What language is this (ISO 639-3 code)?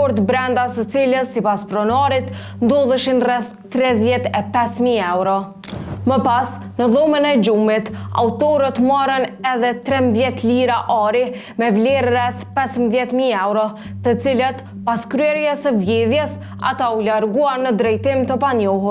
sqi